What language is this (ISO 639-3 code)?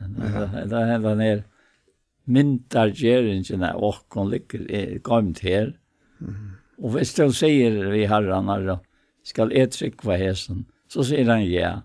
fao